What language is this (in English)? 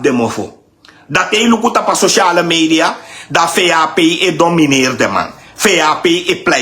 Sranan Tongo